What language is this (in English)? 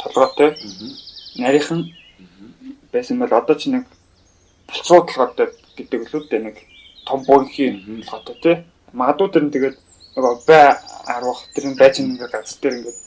Mongolian